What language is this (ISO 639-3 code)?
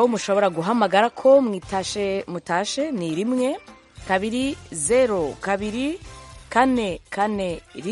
kin